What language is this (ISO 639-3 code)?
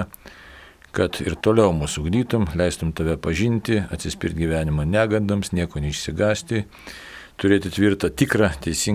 lit